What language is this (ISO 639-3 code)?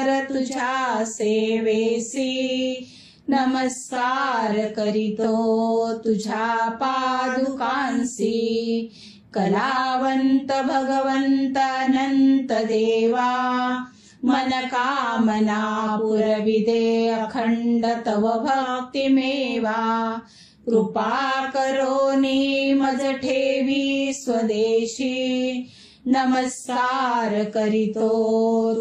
mar